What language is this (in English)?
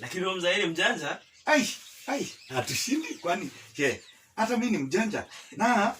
Masai